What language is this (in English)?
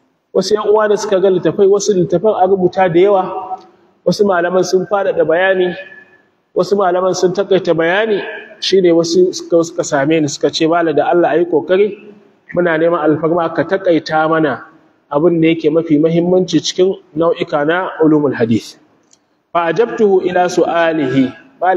Hausa